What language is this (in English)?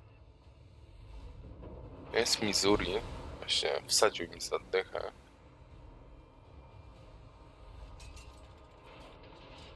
Polish